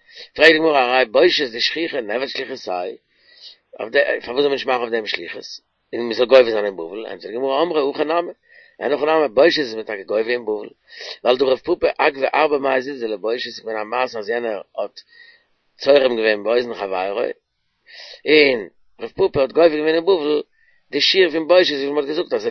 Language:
Yiddish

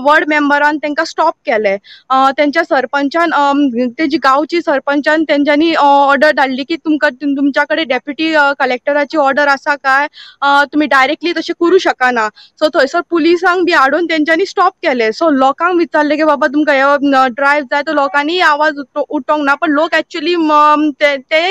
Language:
Konkani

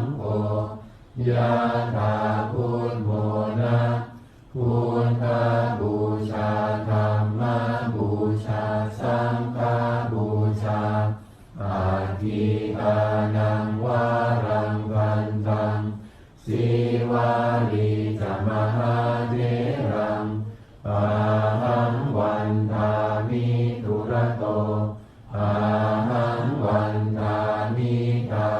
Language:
Pali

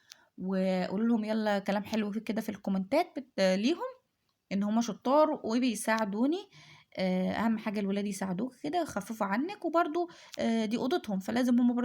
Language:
Egyptian Arabic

